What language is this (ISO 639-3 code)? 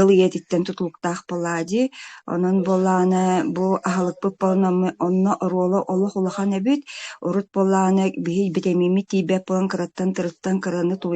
sah